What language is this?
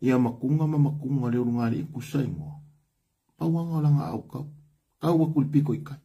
Samoan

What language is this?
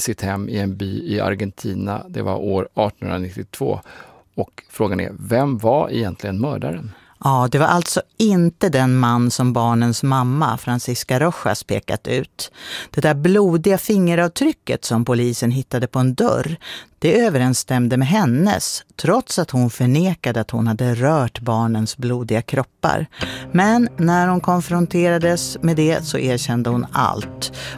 Swedish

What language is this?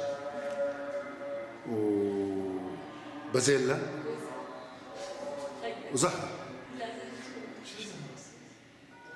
South Levantine Arabic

